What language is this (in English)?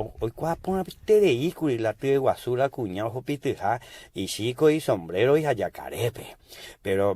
Guarani